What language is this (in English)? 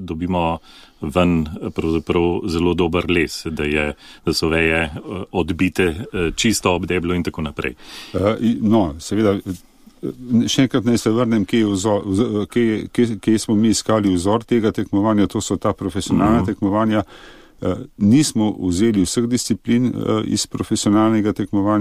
Slovenian